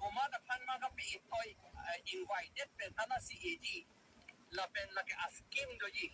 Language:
Karbi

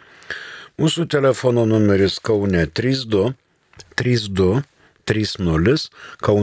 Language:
Lithuanian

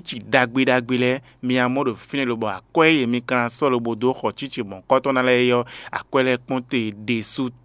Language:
Fon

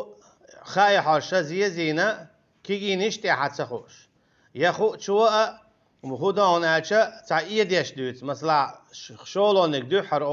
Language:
Chechen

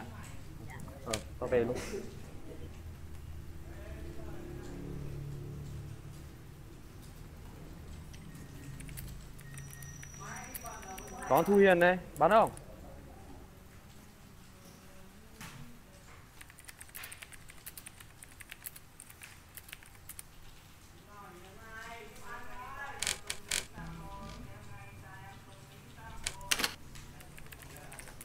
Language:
Vietnamese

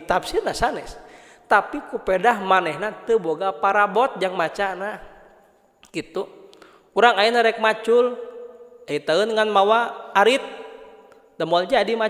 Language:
Sundanese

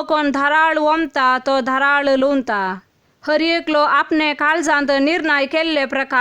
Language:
Konkani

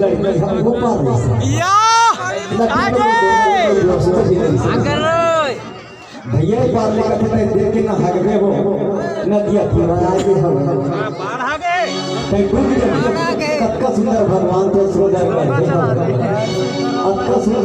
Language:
Chhattisgarhi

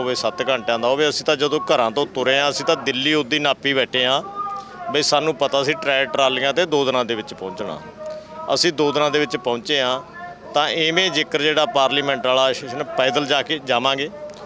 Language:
Punjabi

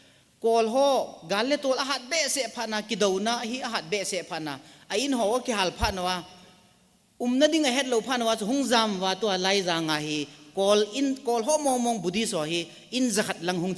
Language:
Thado Chin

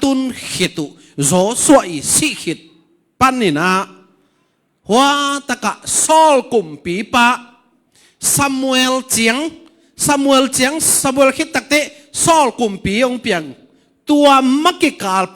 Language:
Tedim Chin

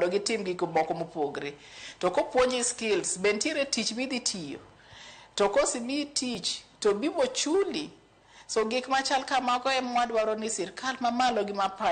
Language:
Luo (Kenya and Tanzania)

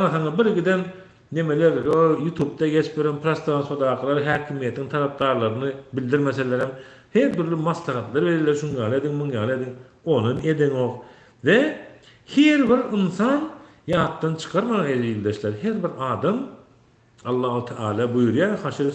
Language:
Turkmen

